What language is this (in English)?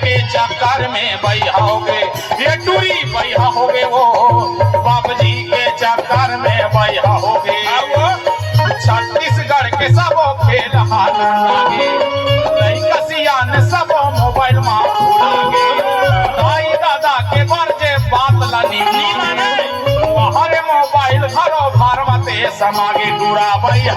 Chhattisgarhi